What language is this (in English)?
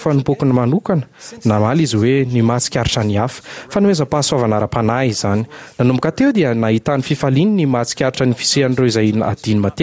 Malagasy